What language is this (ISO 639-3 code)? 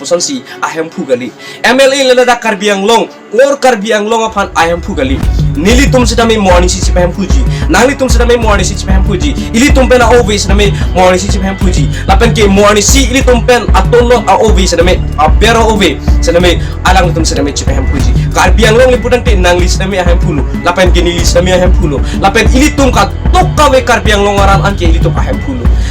mjw